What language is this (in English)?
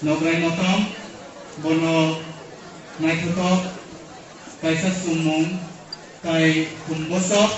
Kok Borok